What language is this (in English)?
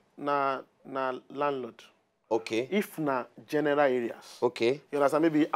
Nigerian Pidgin